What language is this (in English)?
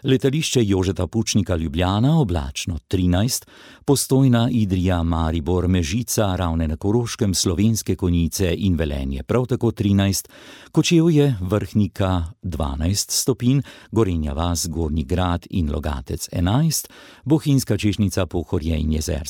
Slovenian